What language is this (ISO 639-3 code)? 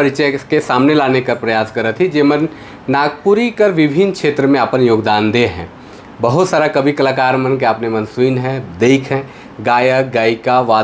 sck